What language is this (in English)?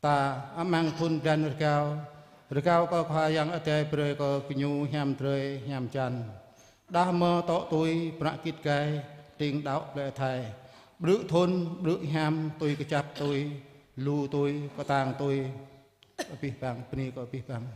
Jarai